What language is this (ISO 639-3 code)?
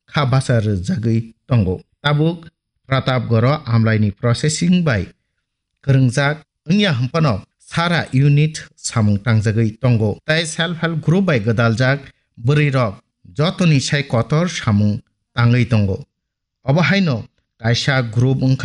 trp